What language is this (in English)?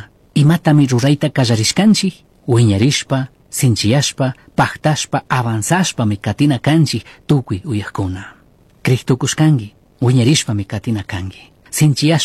Chimborazo Highland Quichua